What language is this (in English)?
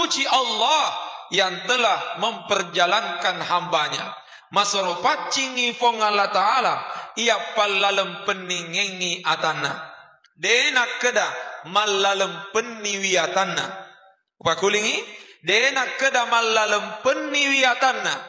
Buginese